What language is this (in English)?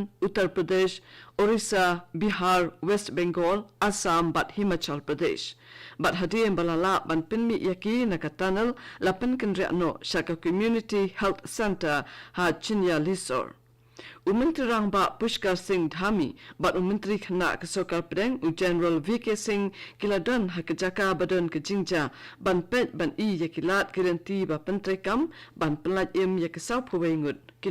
Khasi